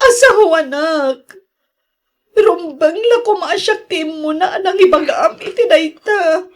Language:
Iloko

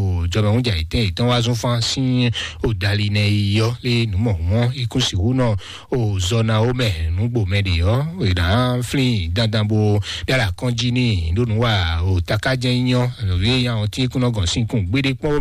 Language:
Fon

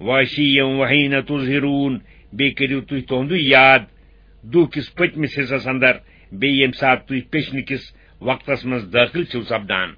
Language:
Kashmiri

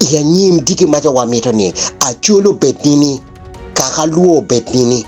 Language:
Acoli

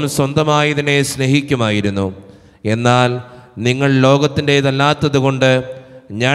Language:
Malayalam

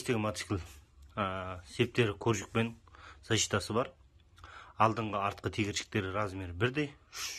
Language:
Kazakh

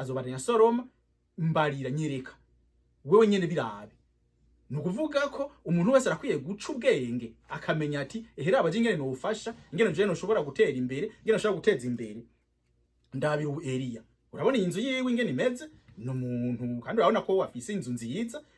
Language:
Rundi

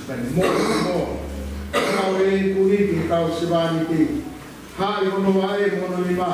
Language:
Tongan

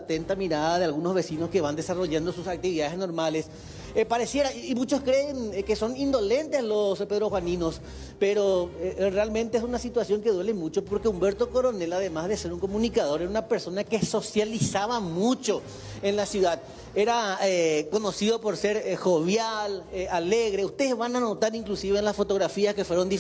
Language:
Spanish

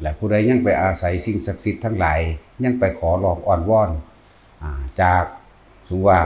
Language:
Lao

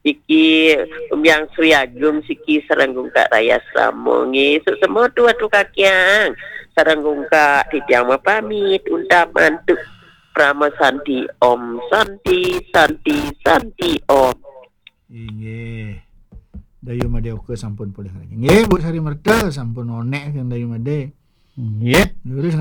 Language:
Balinese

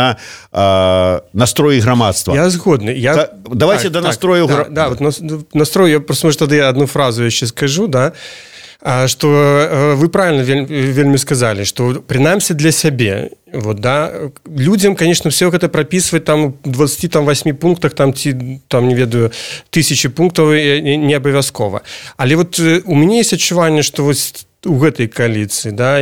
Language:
Belarusian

